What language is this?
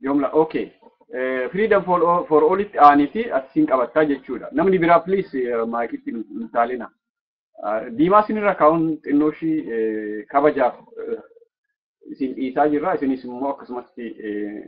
Oromo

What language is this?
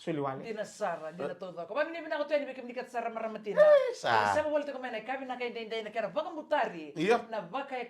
Fijian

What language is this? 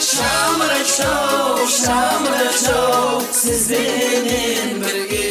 Kara-Kalpak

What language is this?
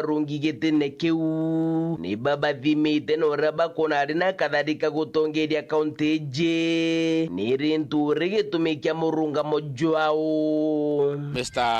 Meru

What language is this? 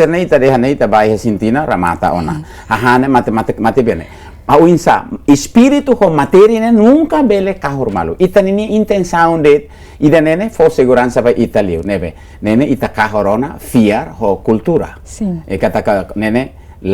Tetum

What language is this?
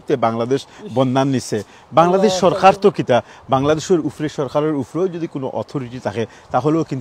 Sylheti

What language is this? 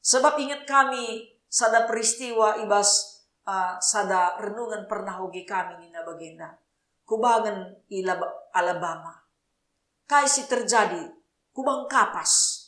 Batak Karo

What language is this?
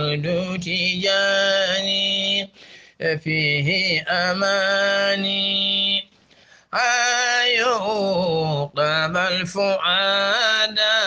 Fula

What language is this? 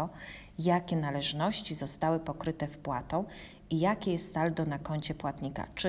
Polish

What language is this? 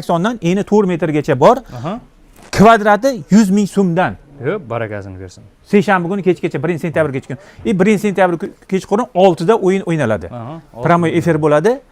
Uzbek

